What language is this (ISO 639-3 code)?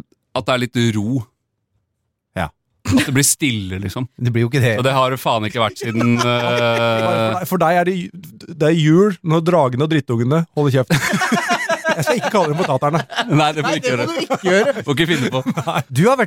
nor